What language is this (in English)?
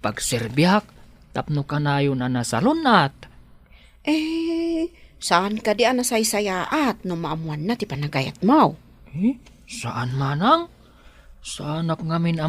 Iloko